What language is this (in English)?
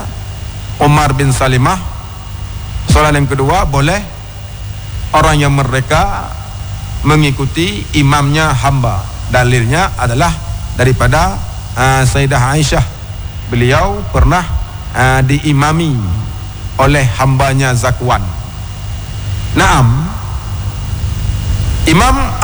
Malay